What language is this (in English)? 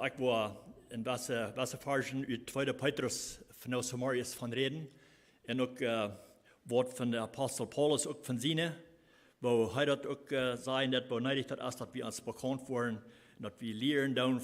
Plautdietsch